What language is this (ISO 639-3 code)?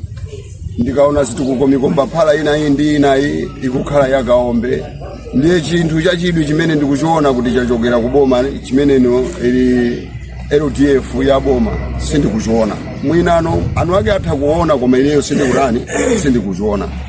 nya